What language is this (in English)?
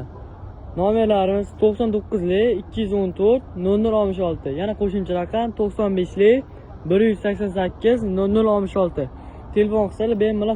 Uzbek